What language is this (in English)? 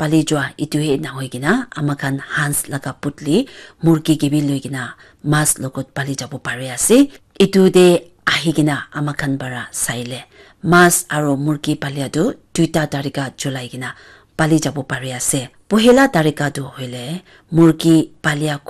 Naga Pidgin